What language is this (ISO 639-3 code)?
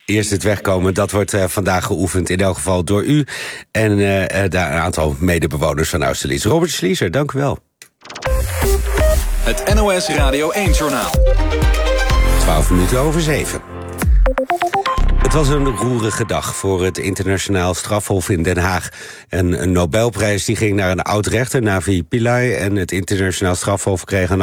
nld